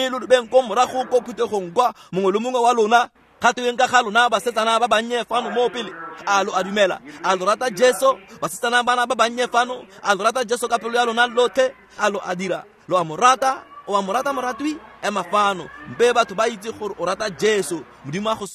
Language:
Tswana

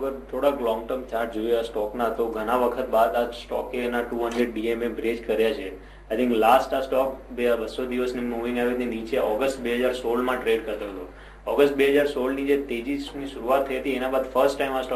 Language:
Gujarati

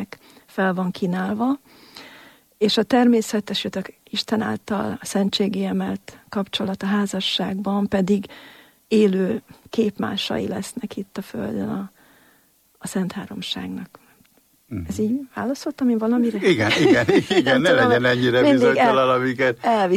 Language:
Hungarian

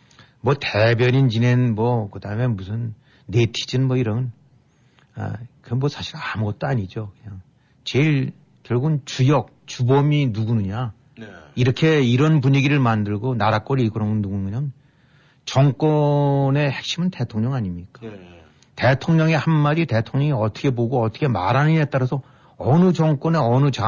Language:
Korean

